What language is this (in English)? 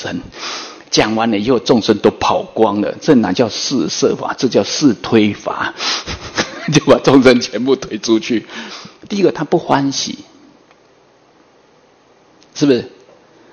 Chinese